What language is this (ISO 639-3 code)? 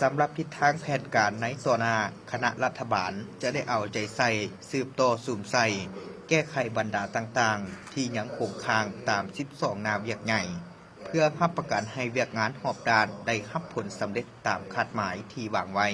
lao